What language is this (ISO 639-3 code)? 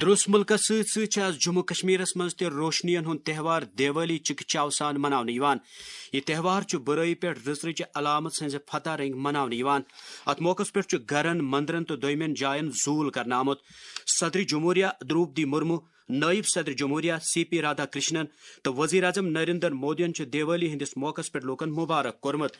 kas